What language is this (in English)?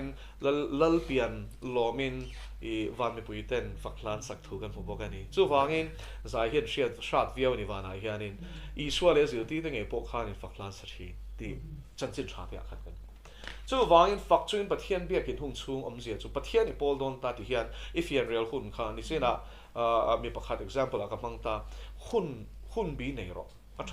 Mizo